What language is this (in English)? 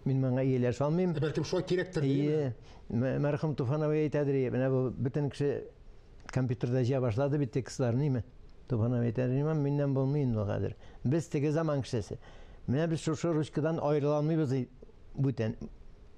Tatar